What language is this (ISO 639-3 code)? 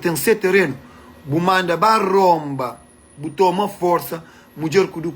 kea